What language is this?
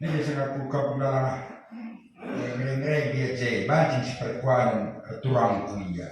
Batak Karo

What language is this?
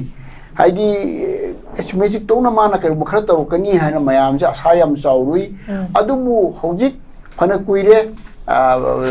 Manipuri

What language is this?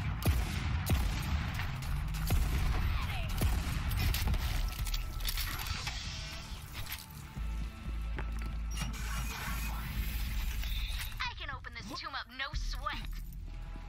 English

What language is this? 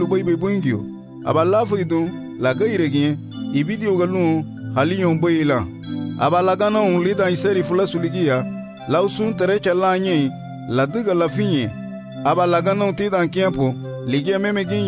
Garifuna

